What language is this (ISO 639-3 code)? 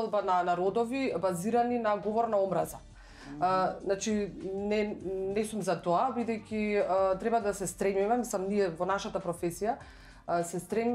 mkd